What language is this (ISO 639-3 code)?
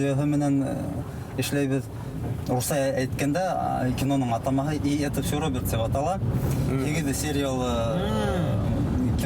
bak